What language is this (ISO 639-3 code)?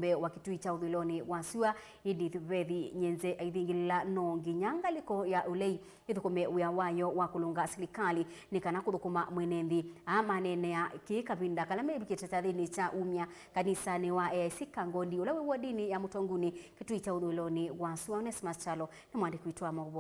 kam